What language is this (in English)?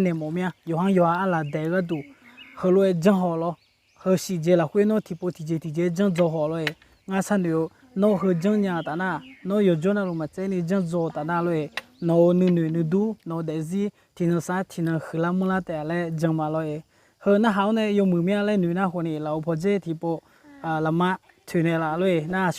Akha